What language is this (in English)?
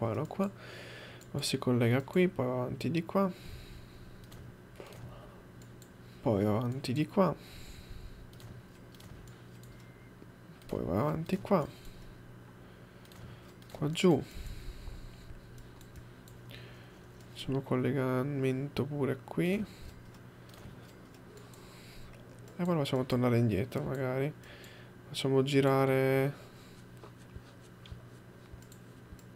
Italian